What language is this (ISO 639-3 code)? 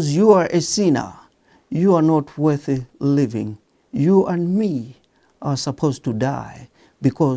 eng